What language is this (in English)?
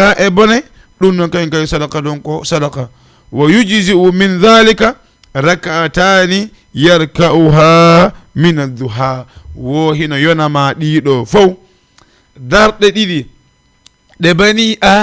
Fula